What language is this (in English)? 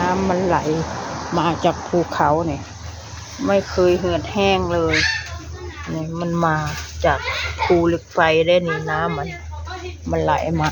Northeastern Thai